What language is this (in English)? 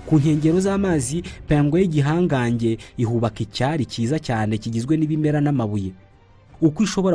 Kinyarwanda